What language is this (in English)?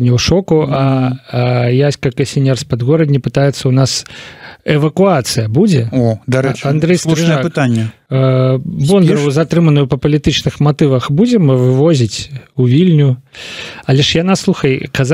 Belarusian